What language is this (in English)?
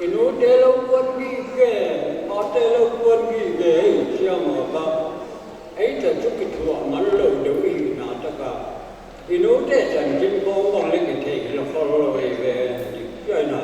Paite Chin